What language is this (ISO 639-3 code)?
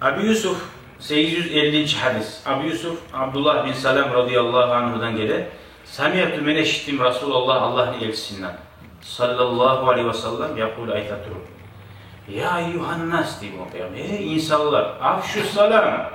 kum